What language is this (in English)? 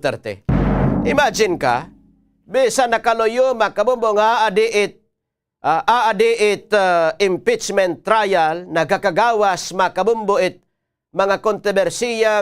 Waray